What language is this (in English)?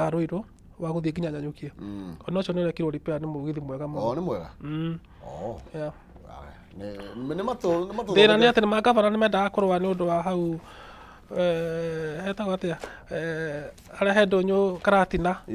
Kikuyu